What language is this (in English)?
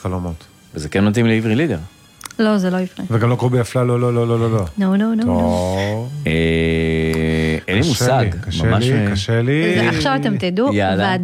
Hebrew